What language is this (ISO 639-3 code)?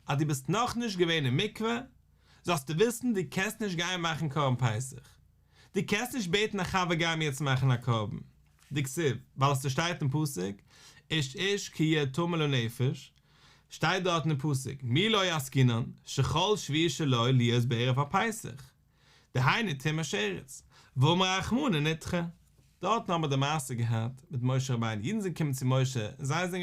yid